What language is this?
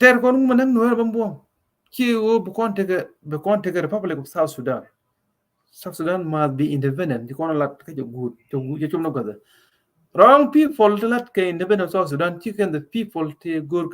Nuer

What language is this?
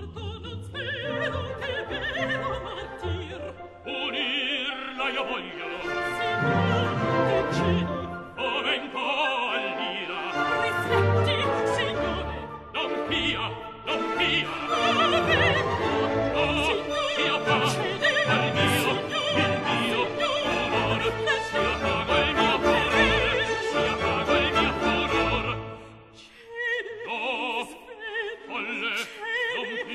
Italian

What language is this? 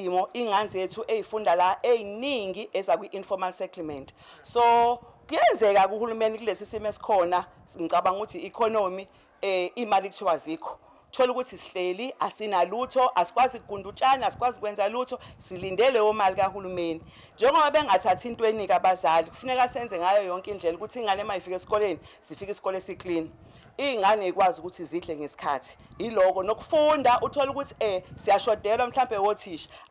Zulu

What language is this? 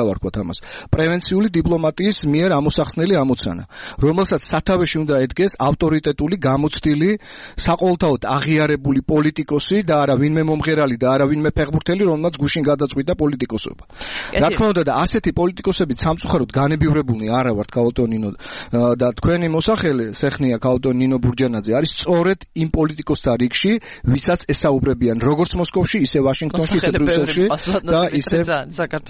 Georgian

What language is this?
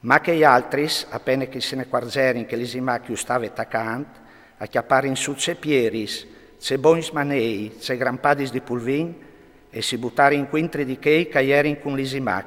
Friulian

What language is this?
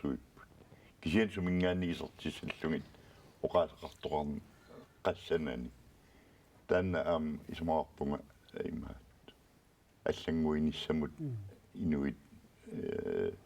Kalaallisut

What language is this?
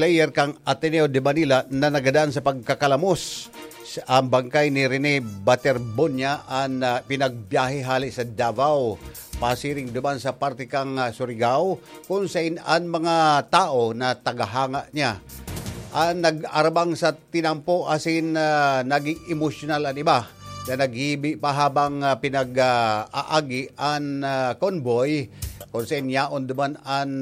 Bikol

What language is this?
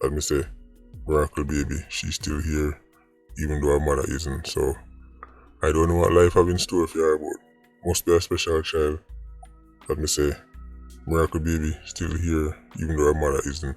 Jamaican Creole English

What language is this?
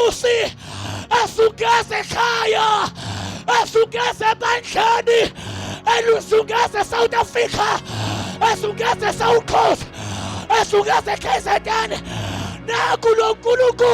Zulu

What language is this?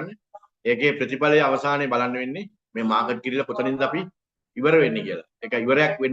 Sinhala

